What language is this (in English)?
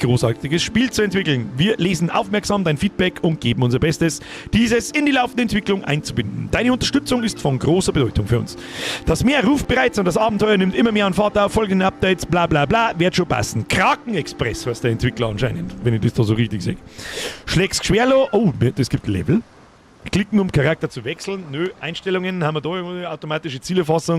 Bavarian